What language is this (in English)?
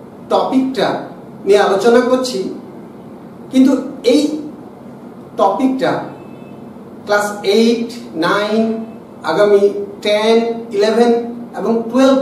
Bangla